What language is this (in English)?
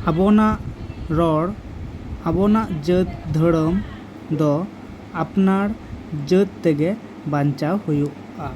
Santali